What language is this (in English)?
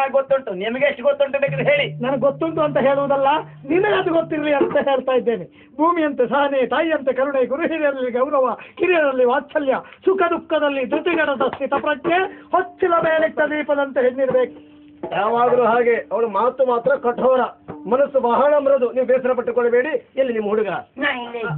Kannada